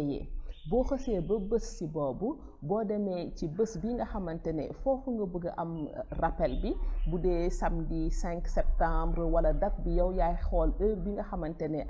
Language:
Wolof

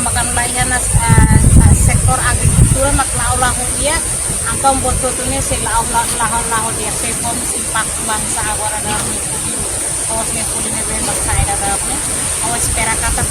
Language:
Tetum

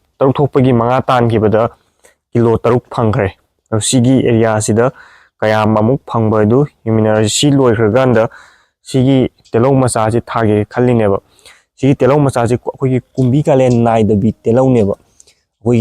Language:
Manipuri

